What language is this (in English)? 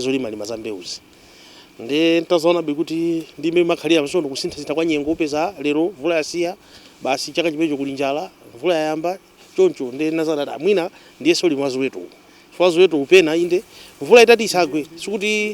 Nyanja